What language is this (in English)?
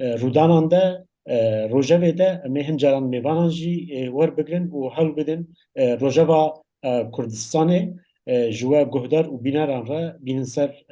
Kurdish